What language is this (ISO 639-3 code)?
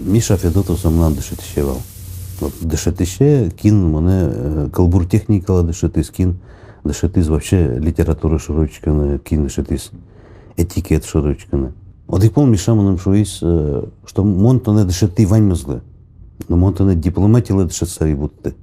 udm